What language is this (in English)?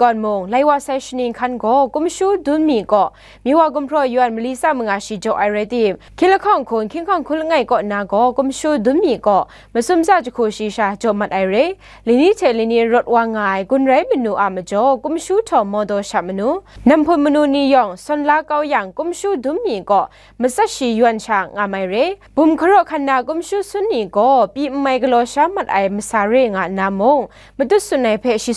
Kachin